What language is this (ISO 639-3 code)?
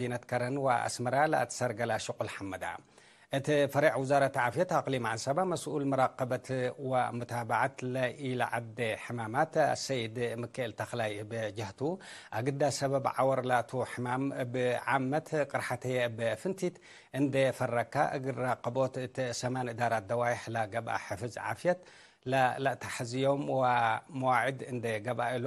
tig